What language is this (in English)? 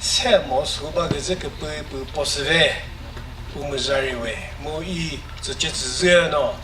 Chokri Naga